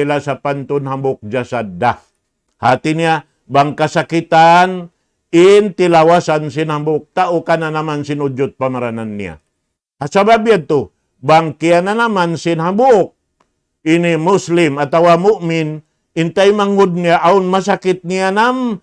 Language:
Tausug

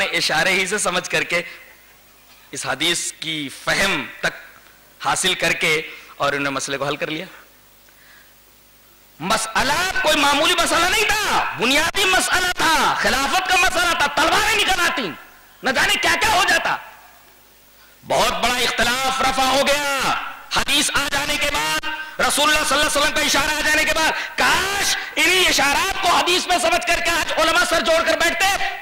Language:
Urdu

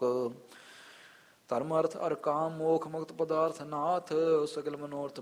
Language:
Punjabi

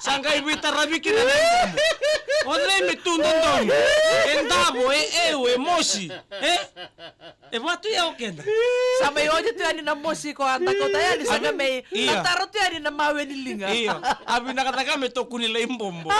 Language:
Fijian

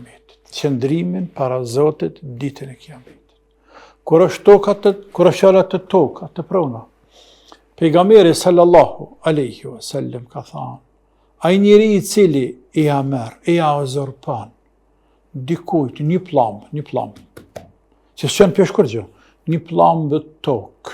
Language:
Albanian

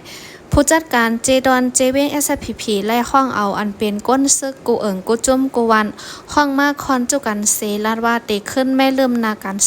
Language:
Shan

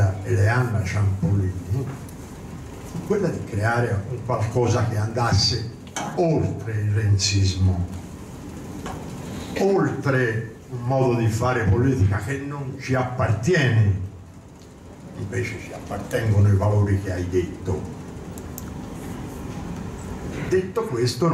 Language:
Italian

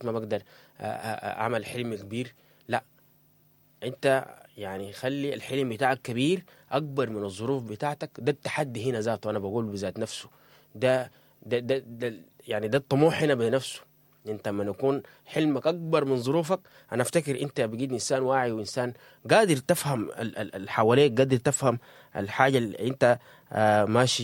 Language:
Sudanese Arabic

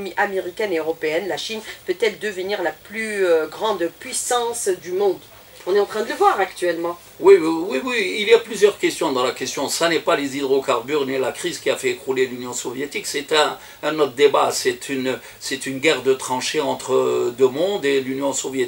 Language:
French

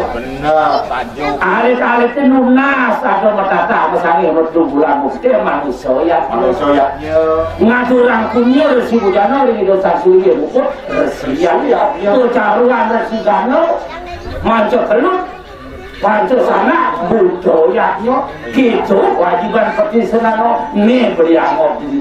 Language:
Balinese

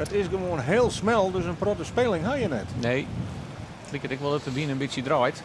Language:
Western Frisian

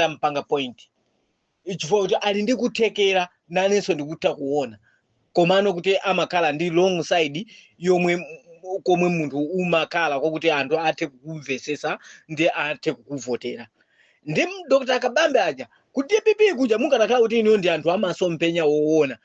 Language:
Nyanja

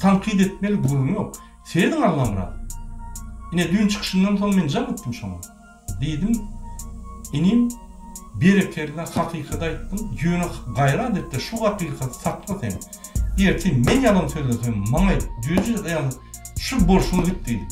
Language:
Turkmen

